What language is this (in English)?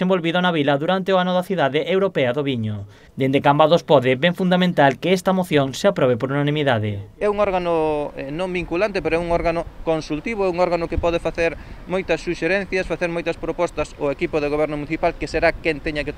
Galician